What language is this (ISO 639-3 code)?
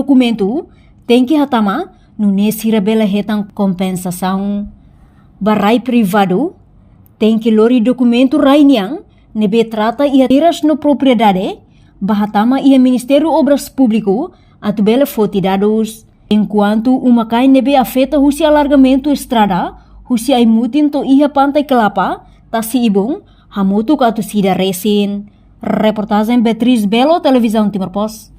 tet